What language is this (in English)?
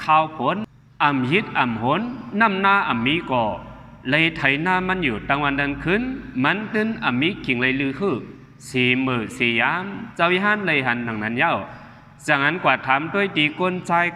Shan